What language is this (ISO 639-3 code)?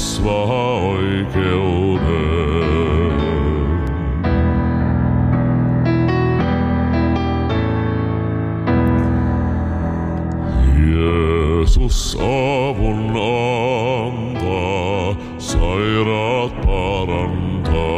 fin